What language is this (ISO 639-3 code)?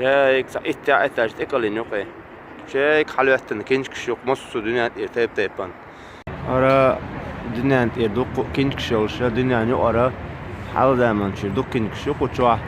che